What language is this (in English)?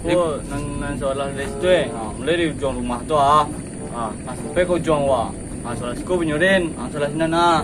Minangkabau